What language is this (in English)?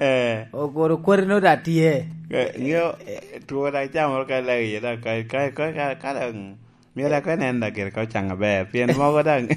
Lango (Uganda)